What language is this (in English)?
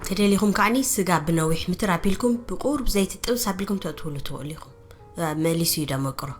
Tigrinya